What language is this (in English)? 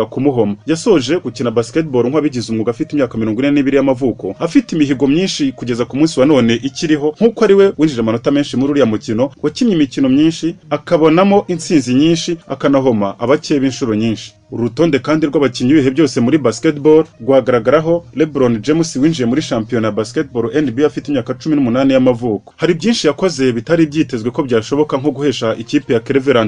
Kinyarwanda